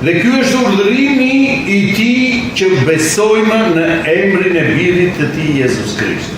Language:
Albanian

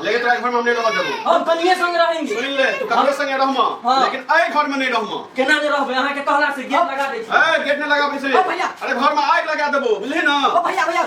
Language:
Maithili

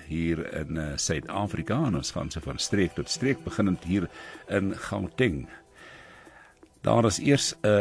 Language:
Afrikaans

